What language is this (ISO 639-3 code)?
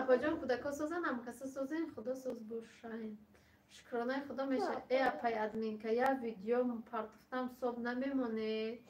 tgk